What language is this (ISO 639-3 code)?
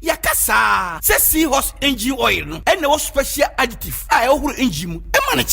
aka